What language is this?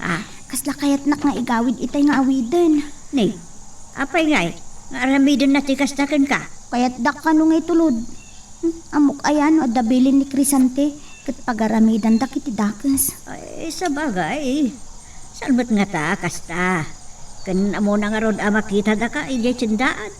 Iloko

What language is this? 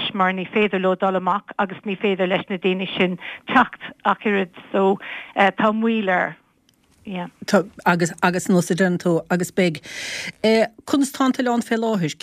Irish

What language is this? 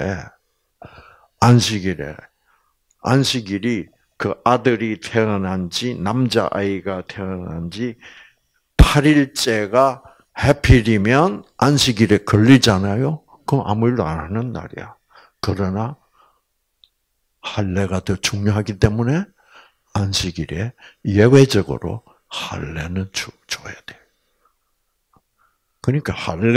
Korean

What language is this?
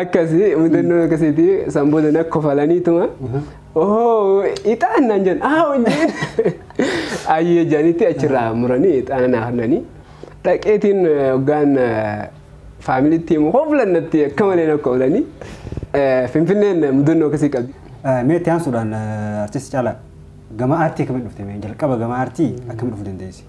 Oromo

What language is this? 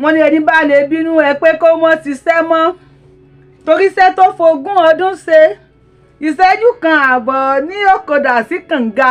Yoruba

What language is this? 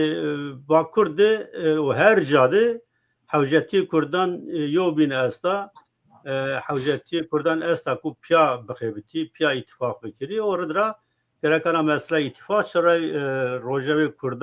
Zaza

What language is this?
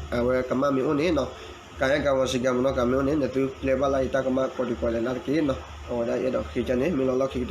S'gaw Karen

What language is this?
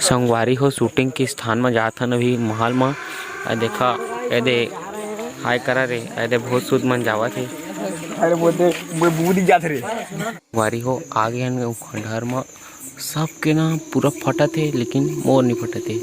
Chhattisgarhi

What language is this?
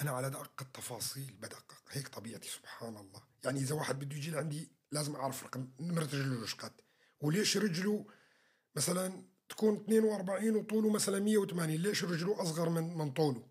North Levantine Arabic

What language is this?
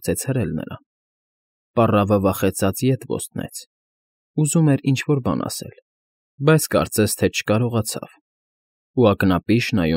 Armenian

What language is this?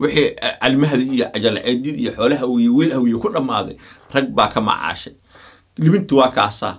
Somali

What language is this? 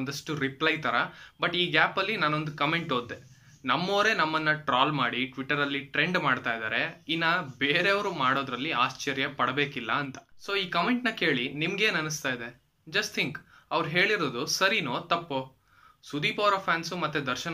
Kannada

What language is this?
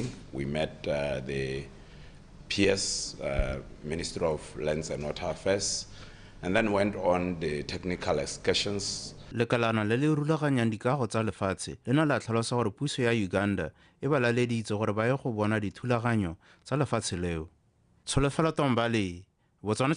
Tswana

